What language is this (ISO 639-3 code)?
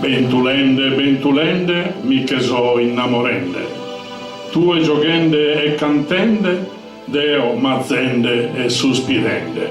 srd